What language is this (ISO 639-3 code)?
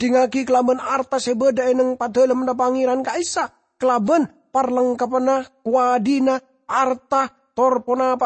mad